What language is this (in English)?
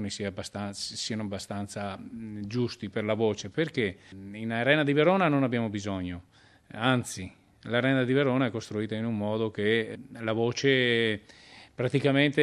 Italian